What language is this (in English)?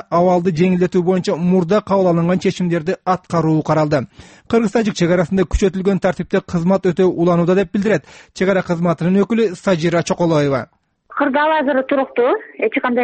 Kyrgyz